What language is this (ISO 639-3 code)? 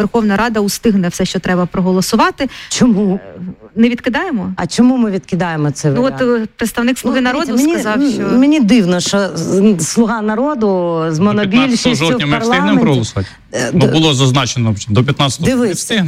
ukr